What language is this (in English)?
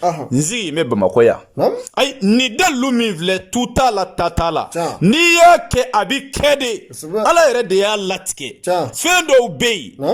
Bambara